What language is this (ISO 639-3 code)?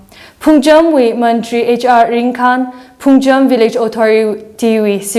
nmf